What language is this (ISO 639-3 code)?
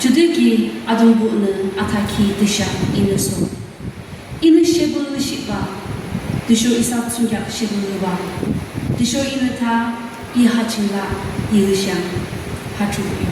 yim